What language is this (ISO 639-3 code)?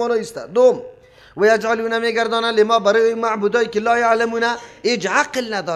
fas